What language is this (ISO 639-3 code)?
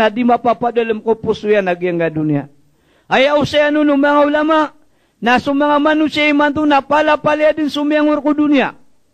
mrw